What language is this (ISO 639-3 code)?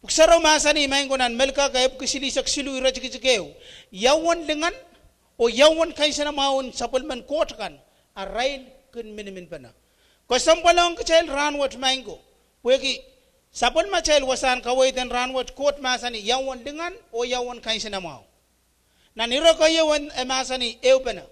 pon